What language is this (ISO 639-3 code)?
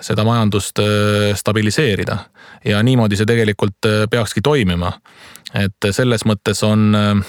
est